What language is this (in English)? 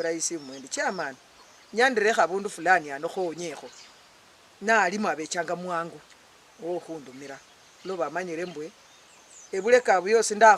Luyia